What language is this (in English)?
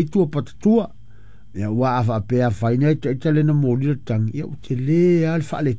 Samoan